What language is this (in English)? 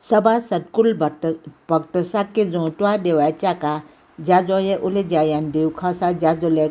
Newari